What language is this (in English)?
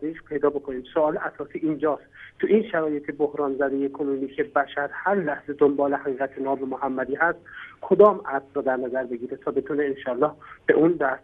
Persian